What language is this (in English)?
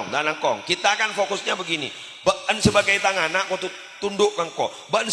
Madurese